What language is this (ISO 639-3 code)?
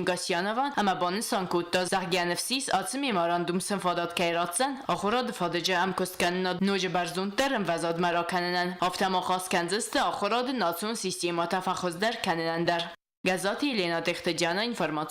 oss